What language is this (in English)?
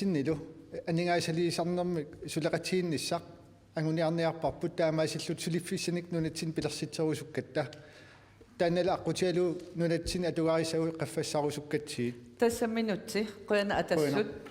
Kalaallisut